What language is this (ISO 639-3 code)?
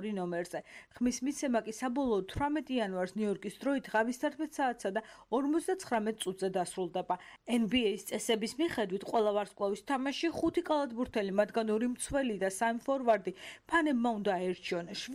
kat